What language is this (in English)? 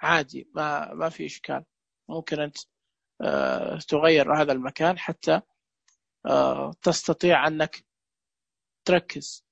Najdi Arabic